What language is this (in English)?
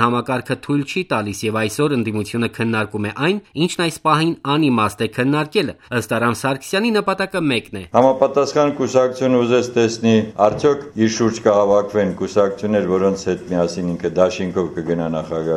Armenian